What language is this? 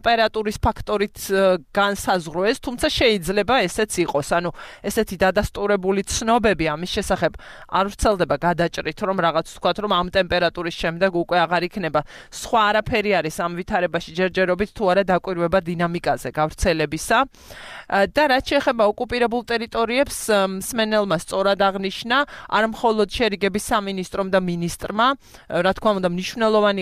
Georgian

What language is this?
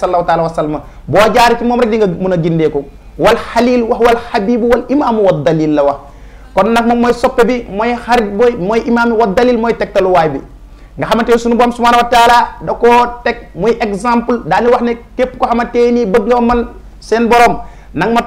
Wolof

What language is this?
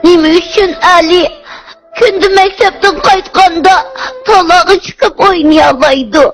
Uyghur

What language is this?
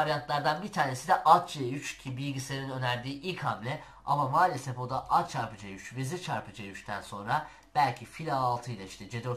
Turkish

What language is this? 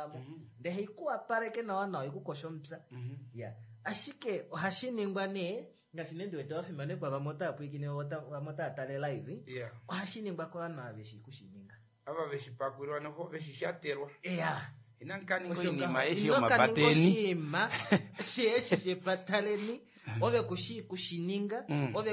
Kuanyama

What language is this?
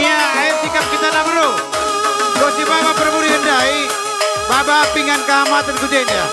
Batak Karo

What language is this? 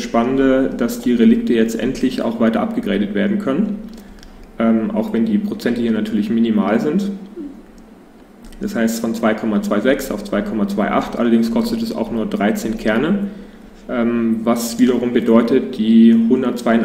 German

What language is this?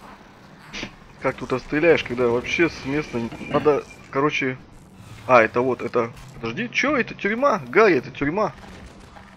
Russian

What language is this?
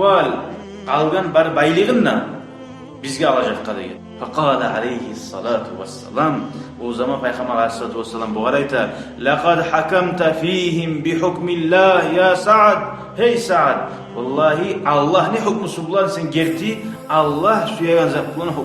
Kumyk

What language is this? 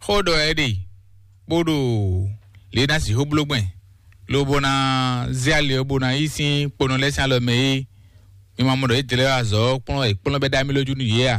Fon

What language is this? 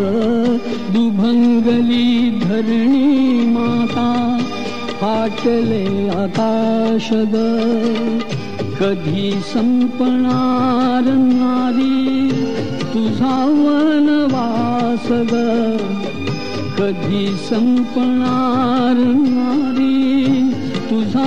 Marathi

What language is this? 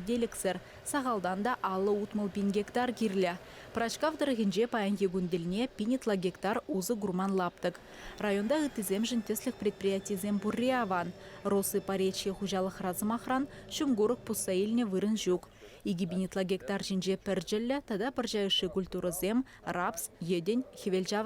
Chuvash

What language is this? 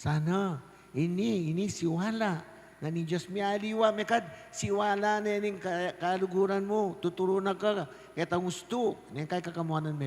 Pampanga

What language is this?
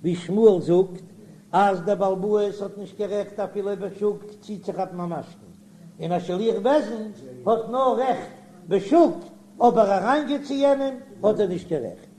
Yiddish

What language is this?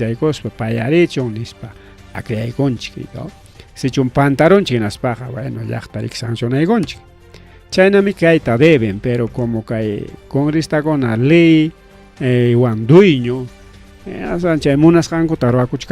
Ayacucho Quechua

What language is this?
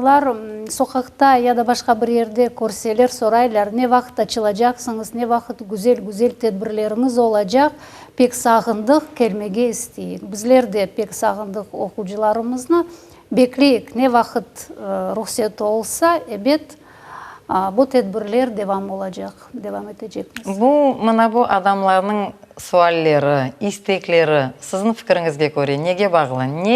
Crimean Tatar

